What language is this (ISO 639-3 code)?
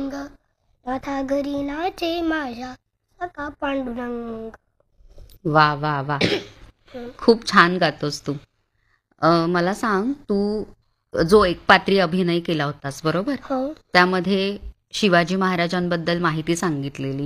mar